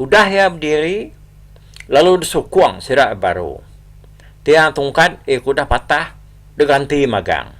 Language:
Iban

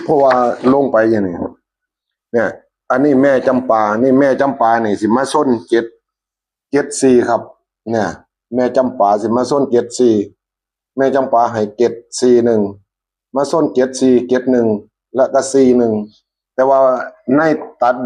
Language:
Northeastern Thai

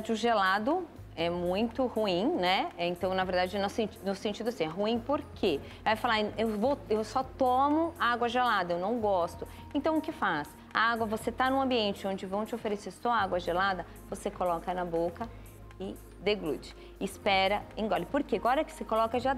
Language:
Portuguese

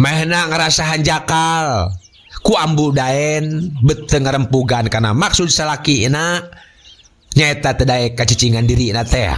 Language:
Sundanese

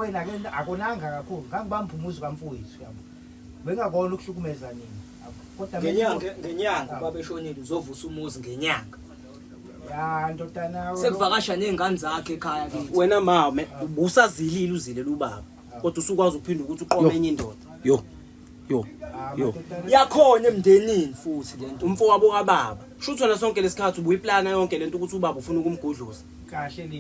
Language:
Zulu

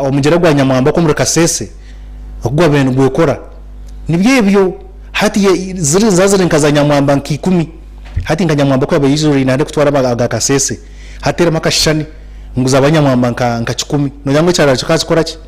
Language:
Nyankole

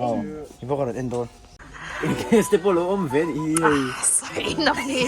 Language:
Mizo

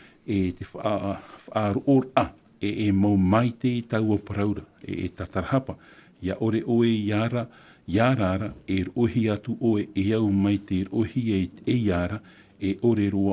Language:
Tahitian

